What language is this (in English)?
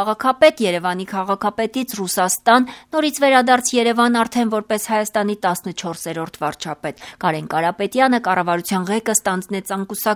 Armenian